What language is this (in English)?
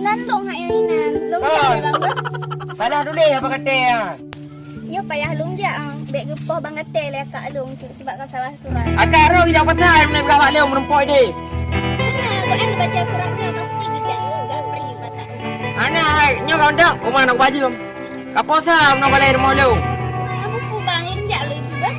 Achinese